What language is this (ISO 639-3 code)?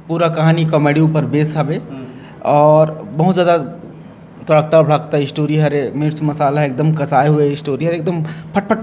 hne